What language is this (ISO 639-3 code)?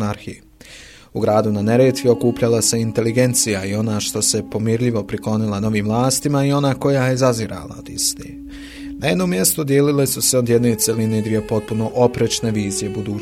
bos